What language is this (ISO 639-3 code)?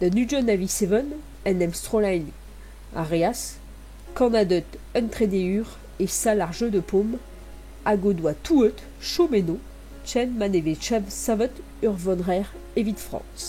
bre